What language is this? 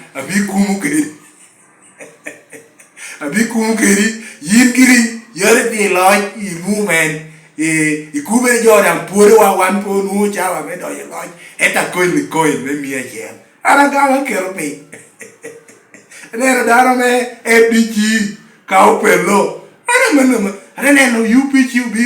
Lango (Uganda)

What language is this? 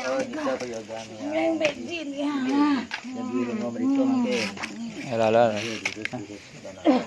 Balinese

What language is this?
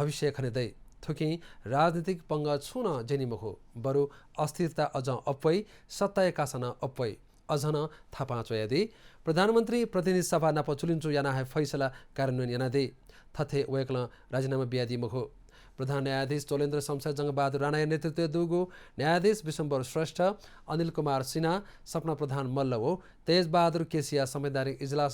Newari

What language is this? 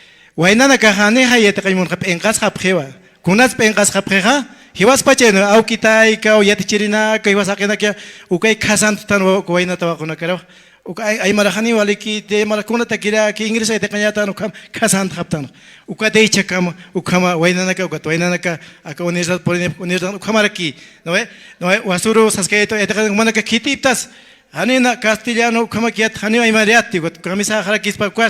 Aymara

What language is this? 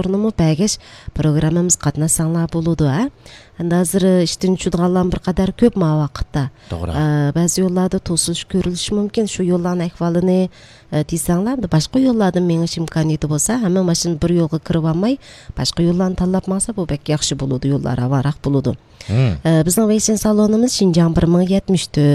Uyghur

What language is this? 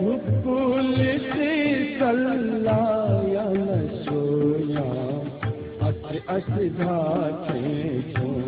Newari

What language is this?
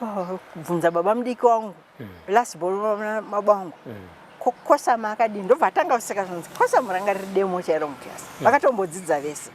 Shona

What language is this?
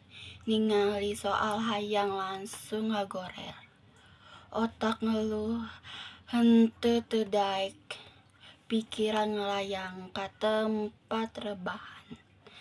Sundanese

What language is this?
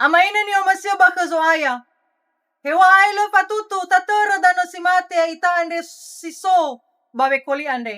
Nias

